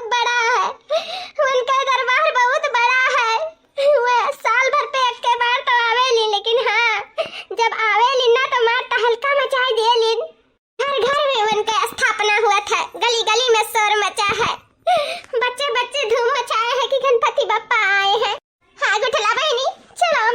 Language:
Awadhi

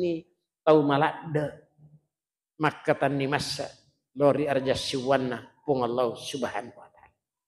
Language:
Buginese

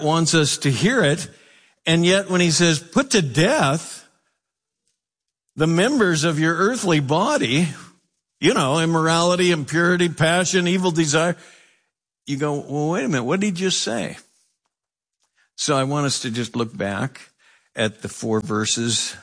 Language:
English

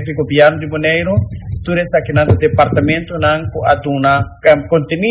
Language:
Papiamento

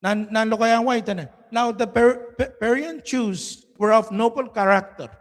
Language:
Pohnpeian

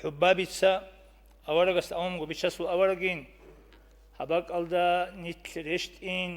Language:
Avaric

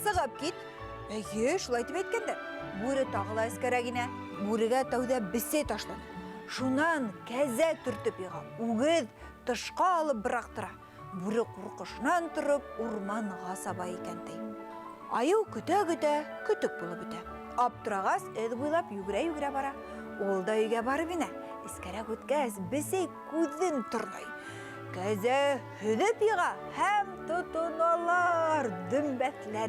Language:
Bashkir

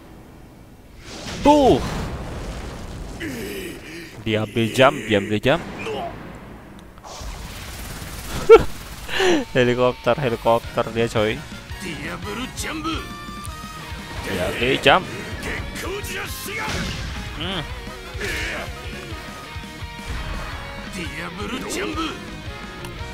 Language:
Indonesian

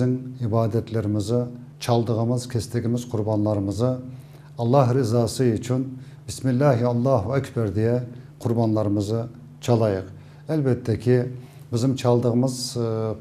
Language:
Crimean Tatar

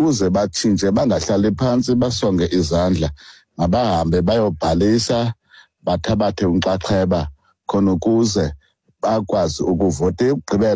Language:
Xhosa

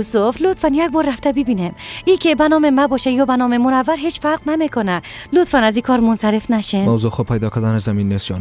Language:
Persian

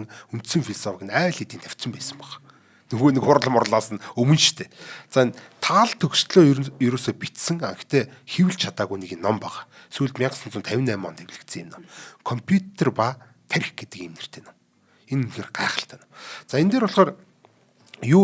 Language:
Mongolian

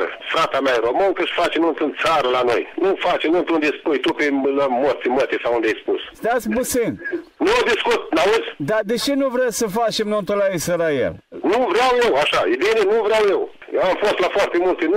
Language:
Romanian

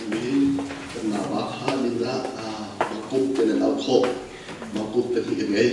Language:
Hakha Chin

